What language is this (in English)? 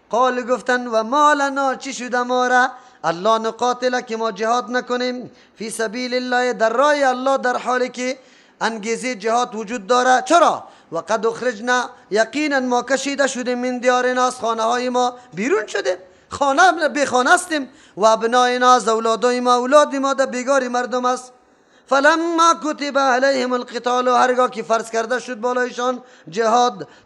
Persian